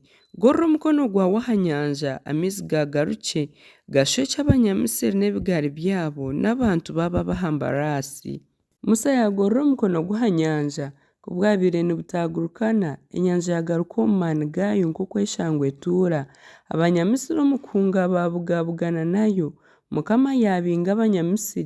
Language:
Nyankole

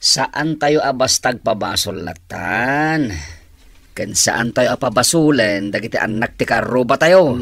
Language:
Iloko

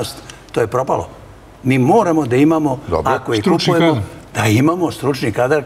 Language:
Serbian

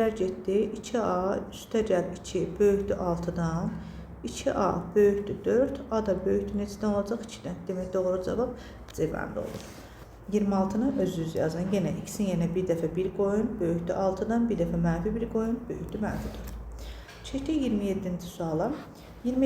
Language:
Azerbaijani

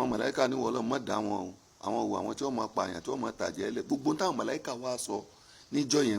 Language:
Yoruba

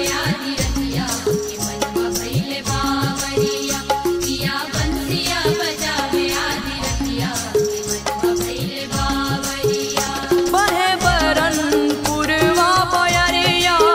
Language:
Bhojpuri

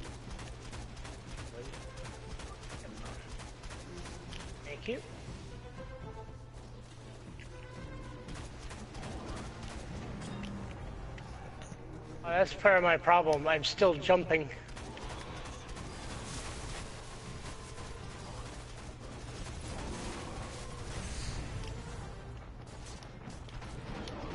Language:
English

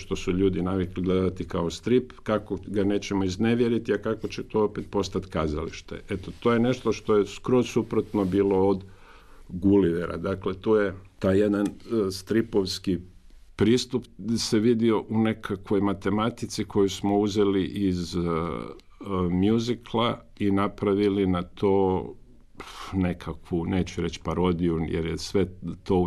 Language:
Croatian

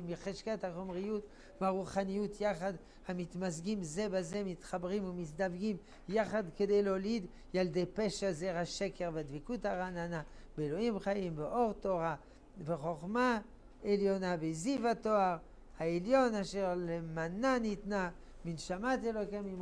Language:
Hebrew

